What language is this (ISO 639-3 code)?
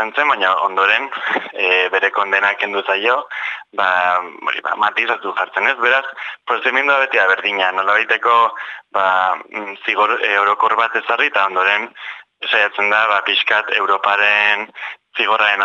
eus